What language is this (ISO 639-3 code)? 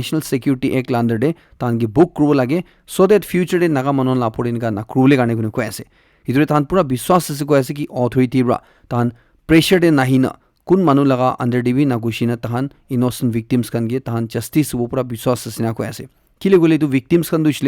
nag